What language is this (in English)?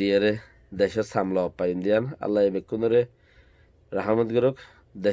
Rohingya